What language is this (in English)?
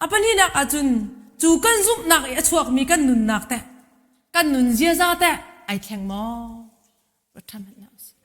Hakha Chin